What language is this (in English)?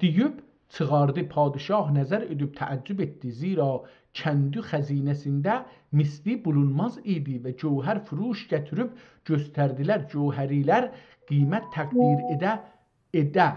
South Azerbaijani